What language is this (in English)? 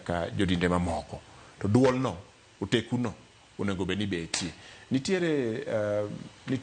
Luo (Kenya and Tanzania)